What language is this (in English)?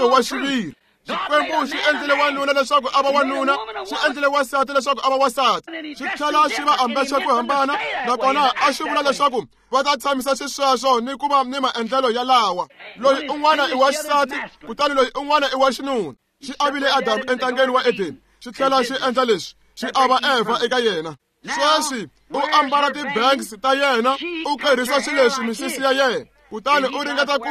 Tsonga